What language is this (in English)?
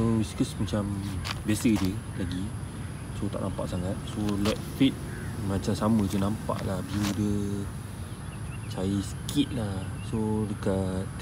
Malay